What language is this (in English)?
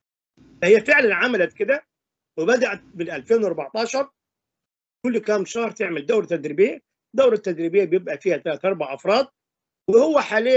Egyptian Arabic